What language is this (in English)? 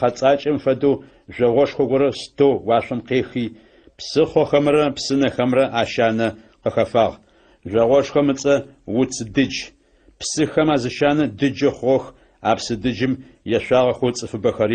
Adyghe